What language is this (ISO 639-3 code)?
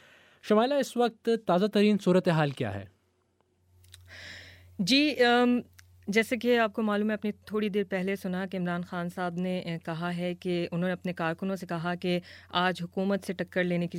urd